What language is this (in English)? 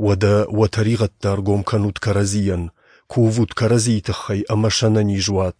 Ossetic